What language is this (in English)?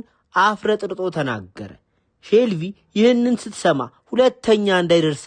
Amharic